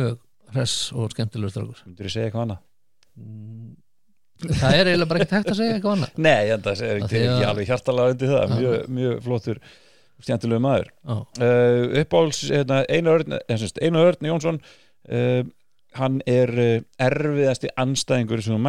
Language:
Icelandic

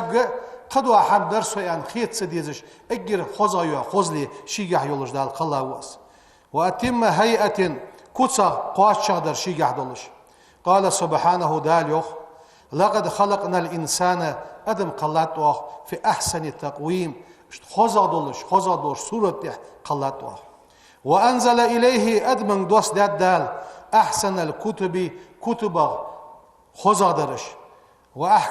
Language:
Ingush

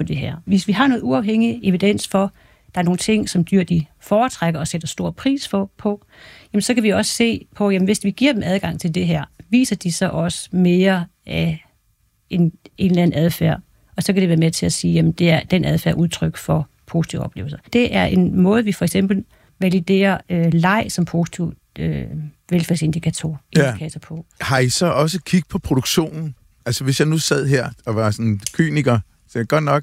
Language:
Danish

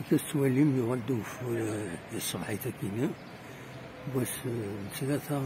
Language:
Kabyle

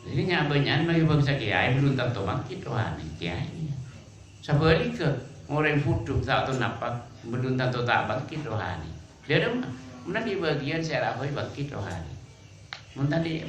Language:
Madurese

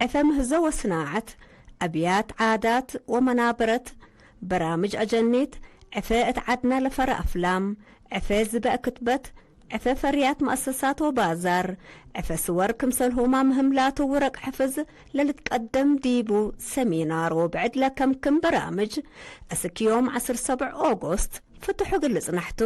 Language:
Tigre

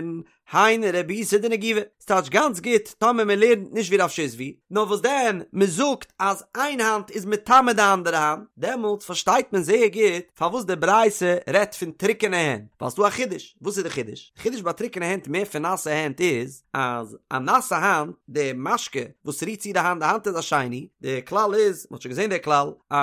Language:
Yiddish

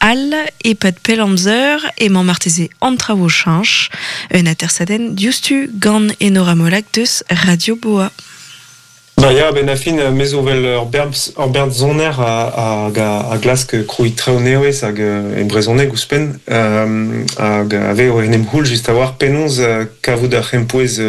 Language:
Breton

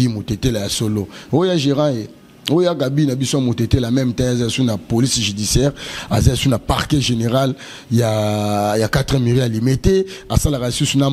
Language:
Lingala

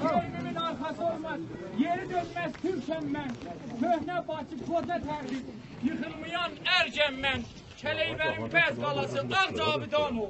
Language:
South Azerbaijani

